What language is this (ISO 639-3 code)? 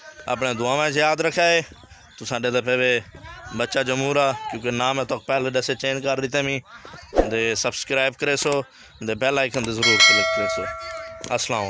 skr